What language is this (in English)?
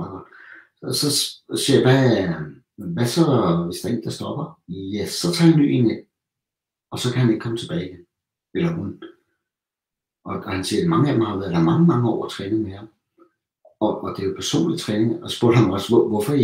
Danish